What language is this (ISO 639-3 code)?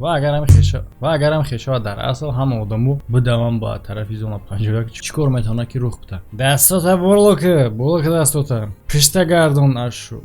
tgk